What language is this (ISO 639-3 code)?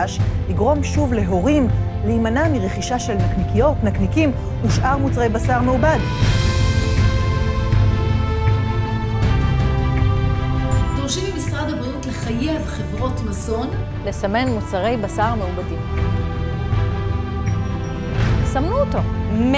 heb